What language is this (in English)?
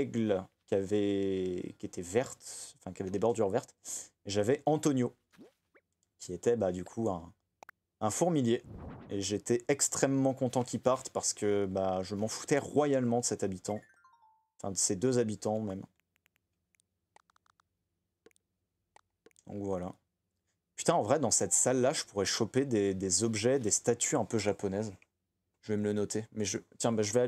French